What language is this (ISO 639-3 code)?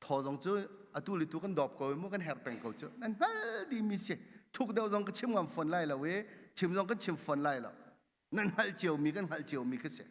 cnh